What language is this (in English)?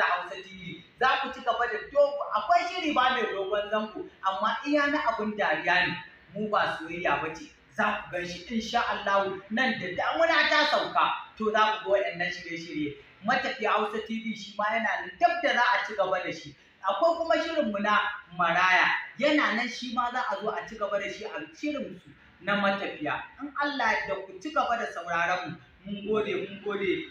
Hausa